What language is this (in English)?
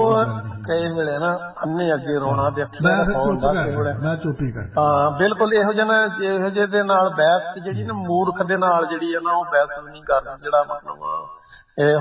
Punjabi